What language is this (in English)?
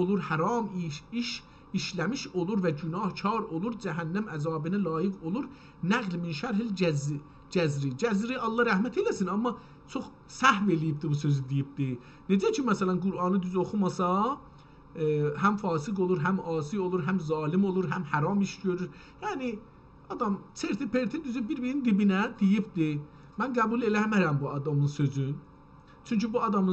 South Azerbaijani